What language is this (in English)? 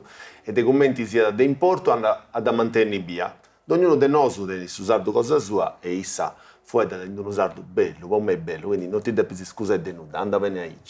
Sardinian